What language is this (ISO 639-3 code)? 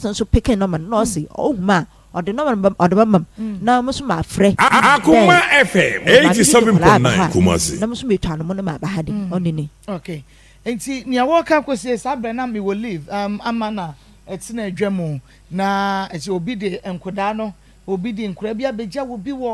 aka